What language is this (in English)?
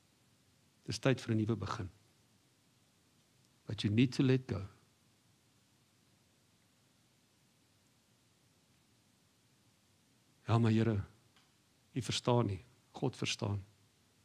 Afrikaans